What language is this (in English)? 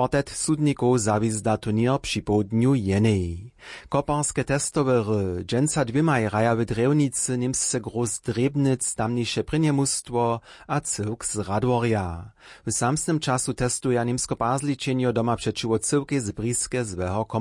Upper Sorbian